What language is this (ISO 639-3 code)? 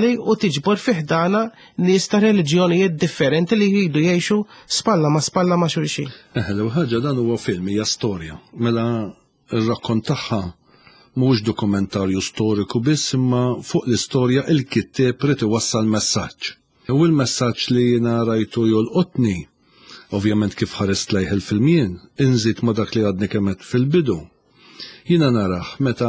mlt